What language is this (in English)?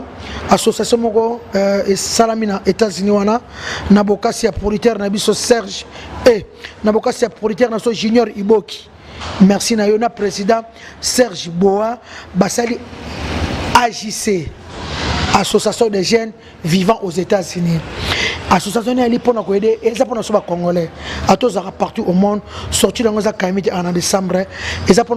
Lingala